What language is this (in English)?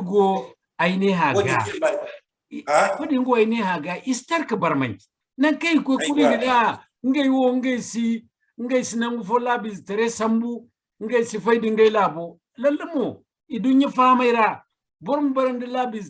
Zarma